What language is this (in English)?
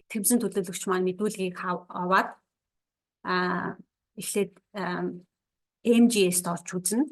Mongolian